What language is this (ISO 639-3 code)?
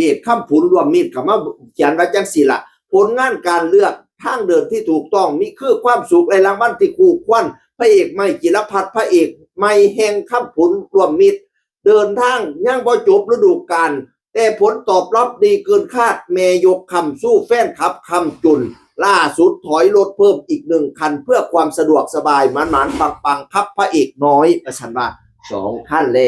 tts